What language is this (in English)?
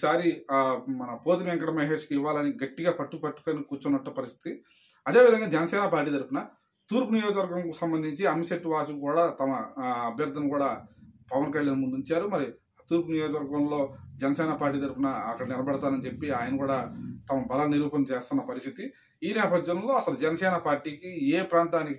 Telugu